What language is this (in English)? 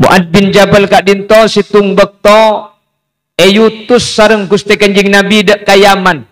Madurese